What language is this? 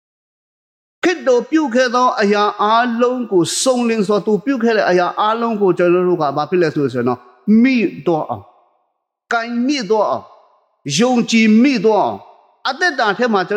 Burmese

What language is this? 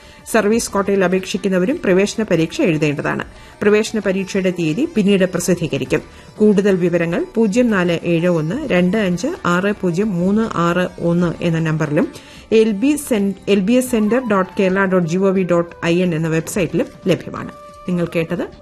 Malayalam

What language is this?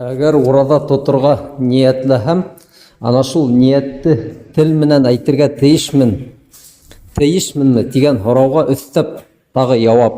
Bashkir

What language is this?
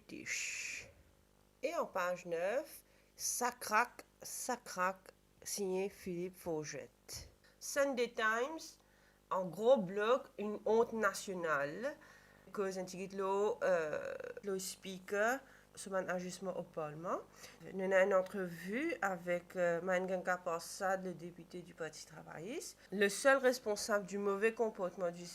Morisyen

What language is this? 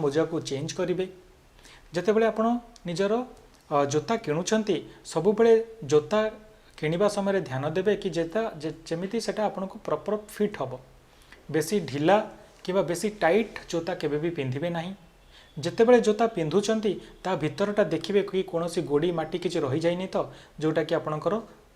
Odia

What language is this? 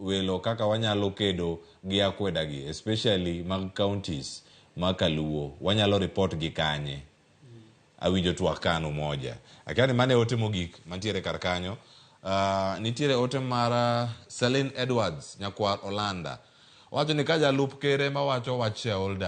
Luo (Kenya and Tanzania)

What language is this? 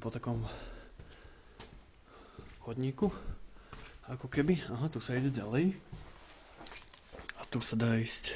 Slovak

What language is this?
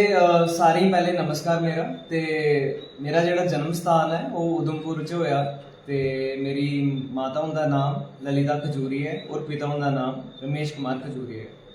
Dogri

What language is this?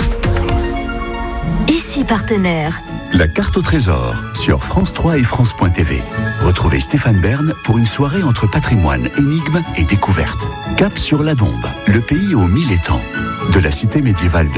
French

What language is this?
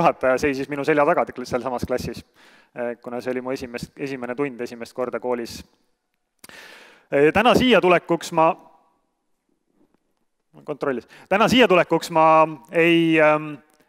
Estonian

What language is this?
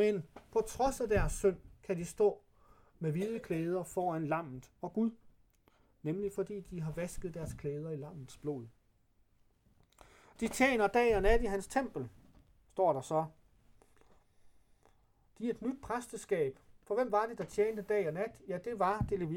Danish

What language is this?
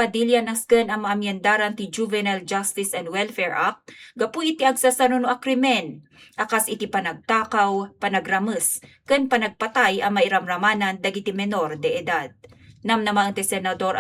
Iloko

